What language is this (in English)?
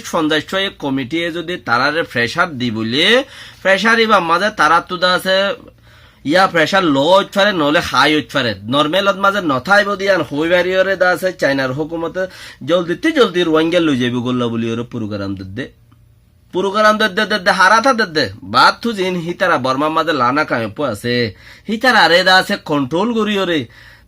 Rohingya